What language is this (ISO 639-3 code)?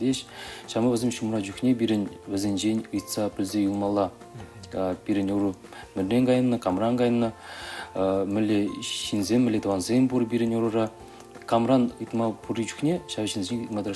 chv